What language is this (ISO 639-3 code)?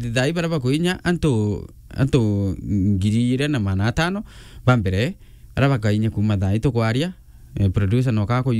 mer